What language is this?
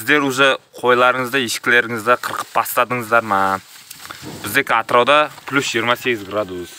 Kazakh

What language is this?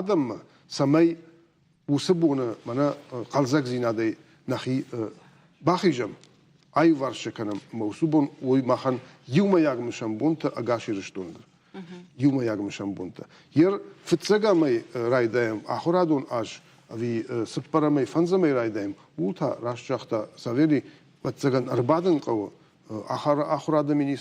Ossetic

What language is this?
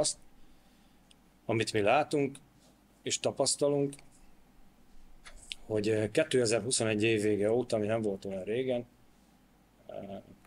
Hungarian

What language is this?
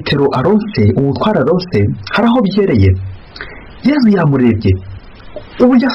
Kinyarwanda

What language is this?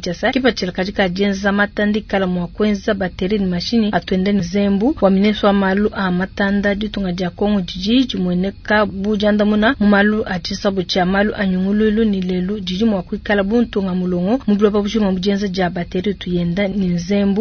Luba-Lulua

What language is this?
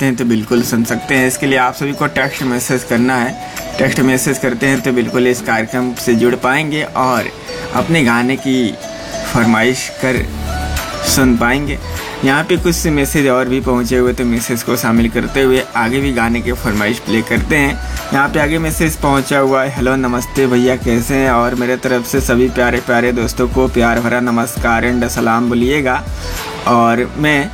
Hindi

